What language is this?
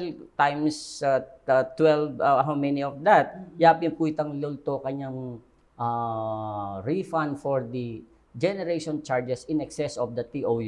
Pampanga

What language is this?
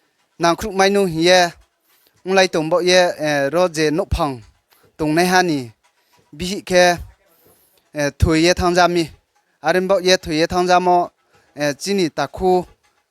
Riang (India)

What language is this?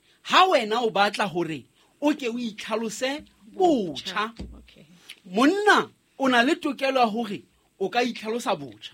Southern Sotho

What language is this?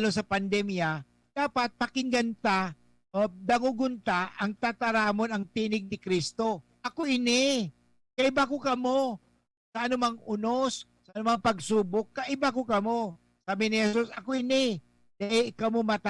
Bikol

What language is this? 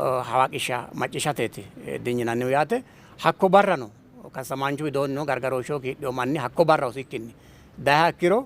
Sidamo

